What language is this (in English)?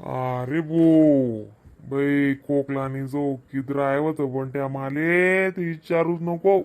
Khandesi